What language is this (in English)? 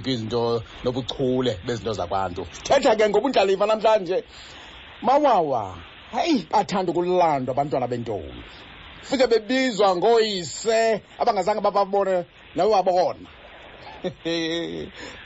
Xhosa